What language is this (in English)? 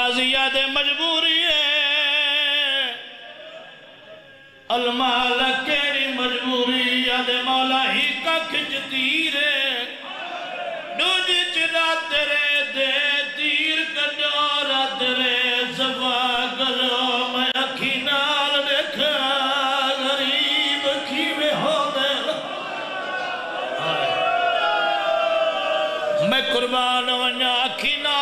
Saraiki